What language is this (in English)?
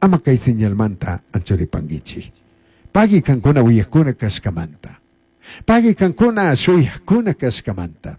Chimborazo Highland Quichua